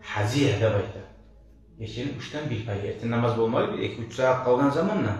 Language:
Kumyk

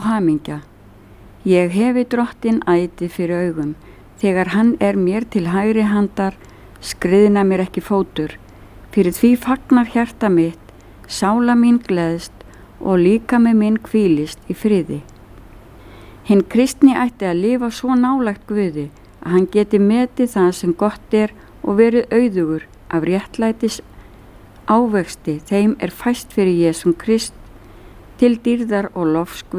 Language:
Icelandic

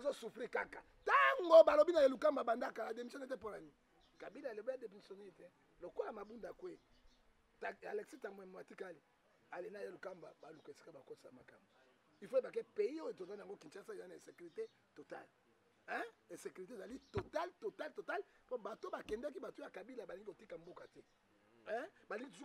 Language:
Lingala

